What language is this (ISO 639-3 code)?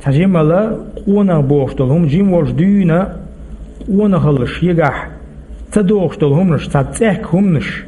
che